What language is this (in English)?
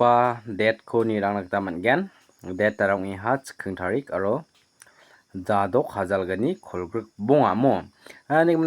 Garo